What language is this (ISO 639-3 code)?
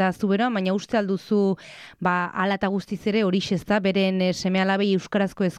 eus